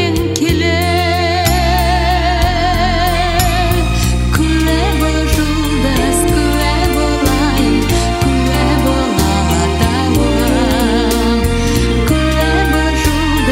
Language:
Kazakh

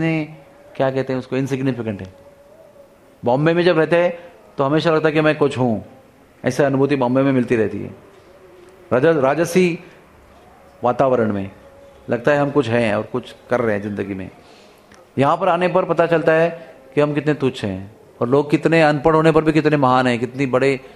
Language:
Hindi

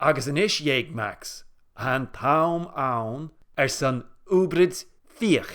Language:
Scottish Gaelic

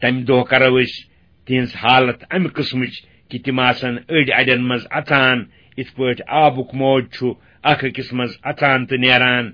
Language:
Kashmiri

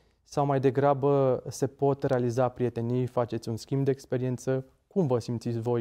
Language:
Romanian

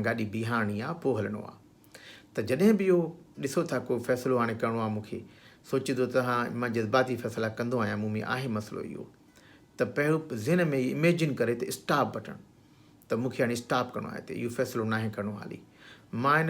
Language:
Sindhi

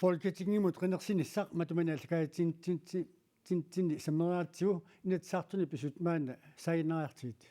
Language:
Kalaallisut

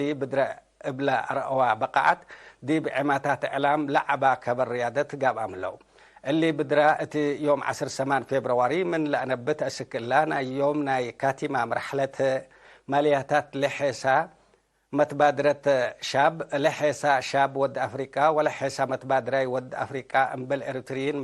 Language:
Tigre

